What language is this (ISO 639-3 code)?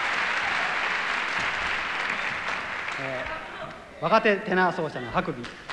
jpn